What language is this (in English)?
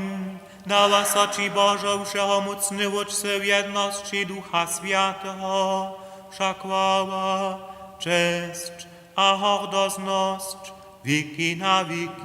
Upper Sorbian